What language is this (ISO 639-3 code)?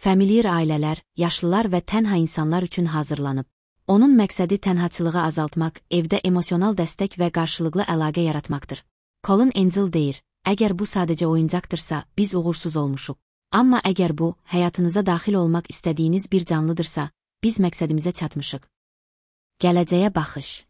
aze